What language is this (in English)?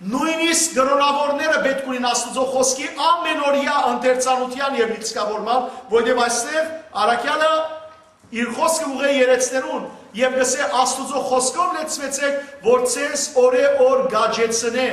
Western Armenian